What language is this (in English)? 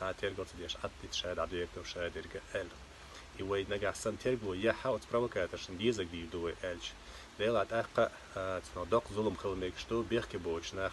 Chechen